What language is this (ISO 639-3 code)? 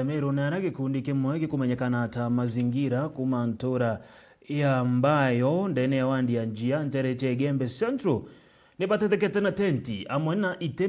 mer